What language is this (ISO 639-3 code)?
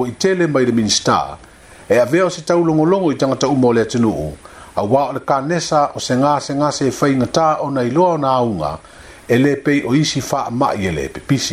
smo